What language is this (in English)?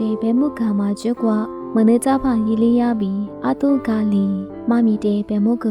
Lisu